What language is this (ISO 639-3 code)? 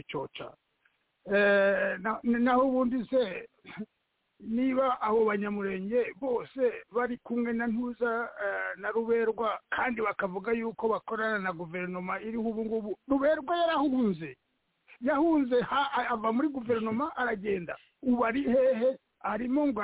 kin